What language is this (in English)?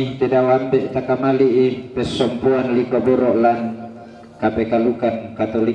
Toraja-Sa'dan